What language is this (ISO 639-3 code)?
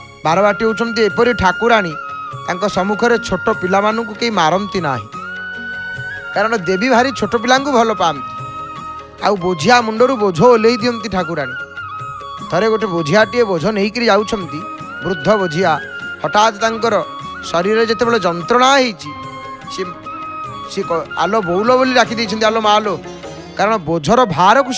ori